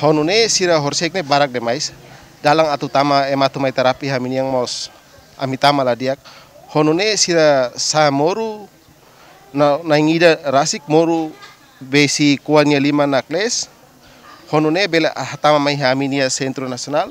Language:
Tetum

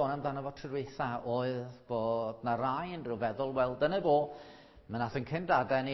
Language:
Welsh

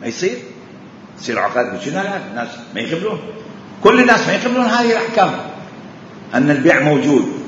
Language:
Mesopotamian Arabic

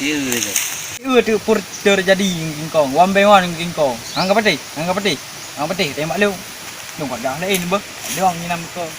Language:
Achinese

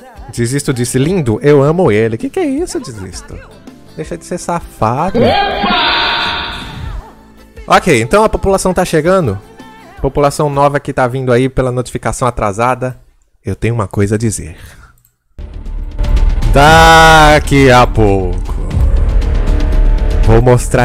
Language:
Portuguese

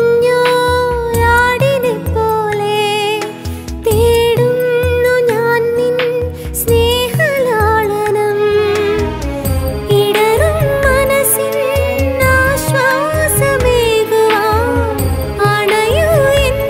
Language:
Malayalam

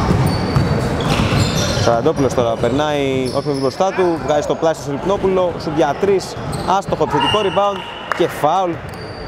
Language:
Greek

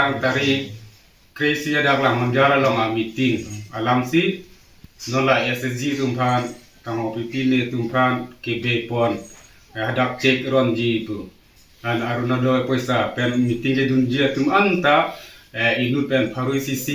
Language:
Karbi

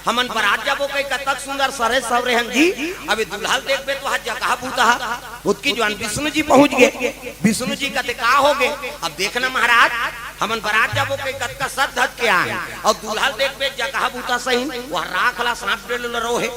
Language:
Chhattisgarhi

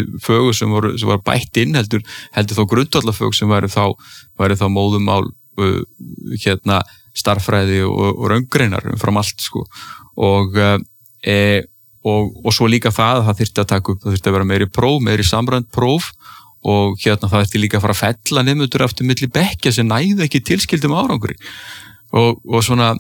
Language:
Icelandic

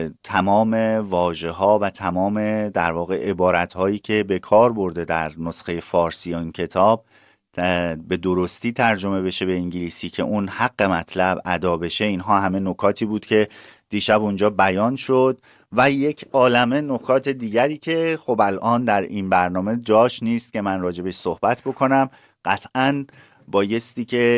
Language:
Persian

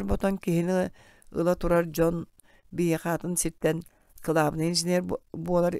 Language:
Yakut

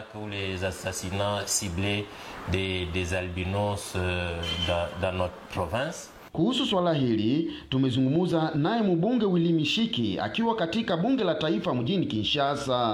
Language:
Swahili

